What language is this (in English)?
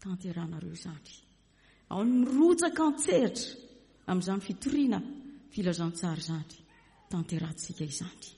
Malagasy